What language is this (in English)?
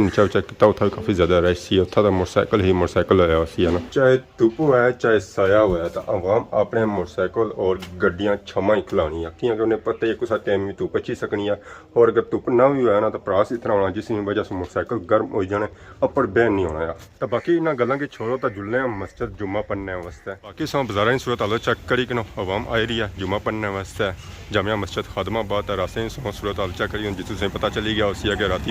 Pahari-Potwari